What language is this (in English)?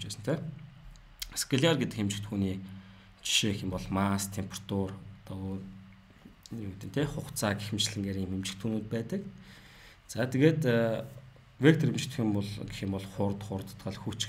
Mongolian